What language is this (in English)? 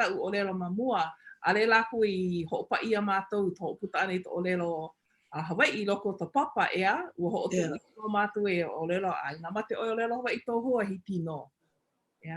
Hawaiian